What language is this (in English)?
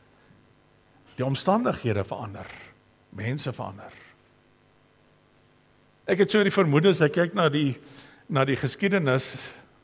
Afrikaans